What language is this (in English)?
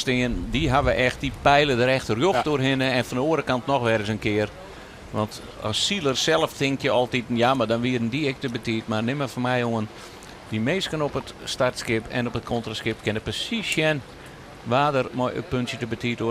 Western Frisian